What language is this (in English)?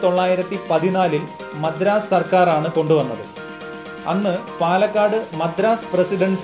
Malayalam